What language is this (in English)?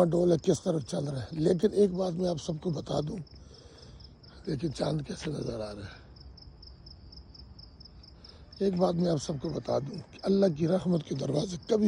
Urdu